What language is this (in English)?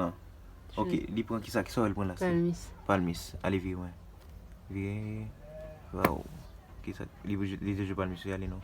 Haitian Creole